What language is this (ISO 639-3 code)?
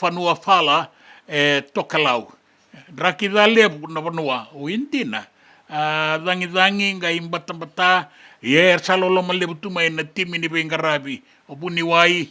fij